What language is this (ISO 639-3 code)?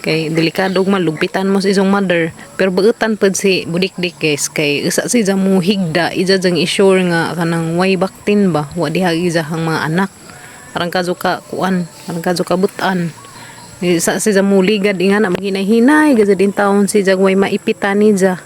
ceb